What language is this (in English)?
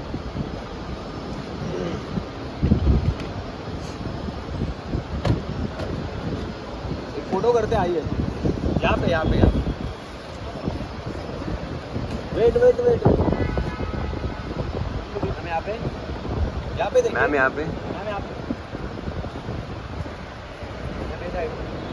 Hindi